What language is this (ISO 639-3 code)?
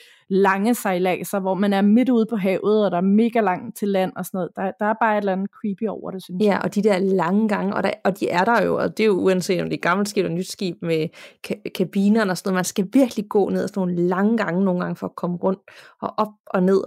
dan